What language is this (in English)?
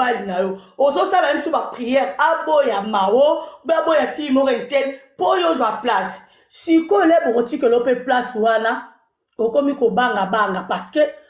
Lingala